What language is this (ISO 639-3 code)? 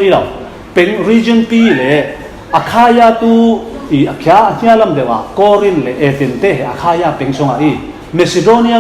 cfm